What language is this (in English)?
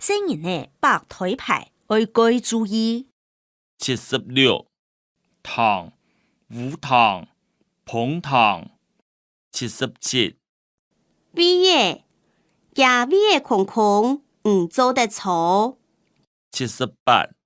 Hakka Chinese